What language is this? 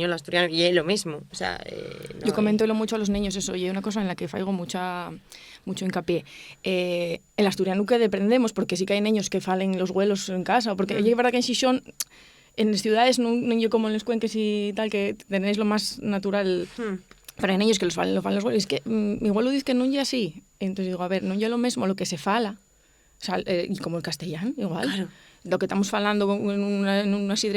Asturian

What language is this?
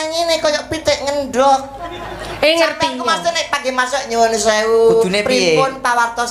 Javanese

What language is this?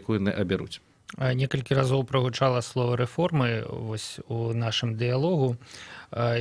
Belarusian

